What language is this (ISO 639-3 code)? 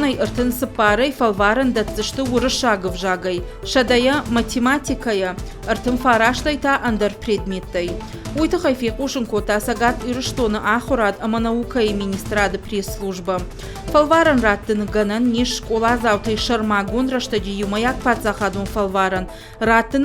oss